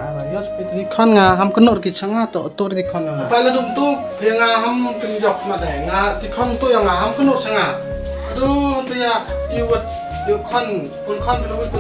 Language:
Khasi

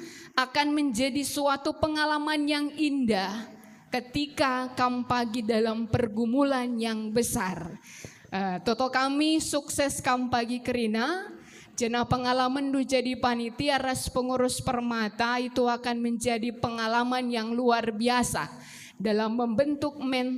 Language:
Batak Karo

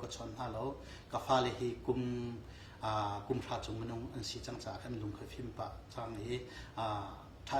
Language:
Hakha Chin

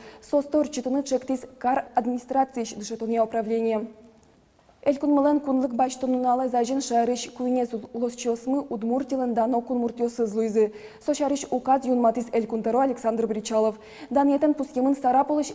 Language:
Udmurt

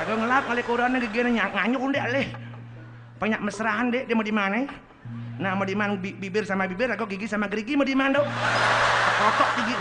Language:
Balinese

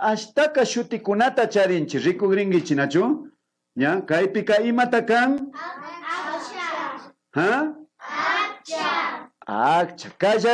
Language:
Imbabura Highland Quichua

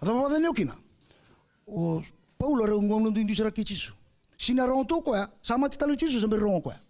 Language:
Fijian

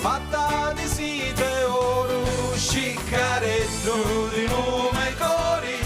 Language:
Sicilian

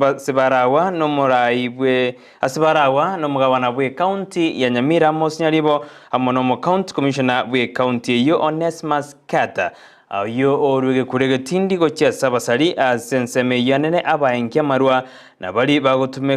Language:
Gusii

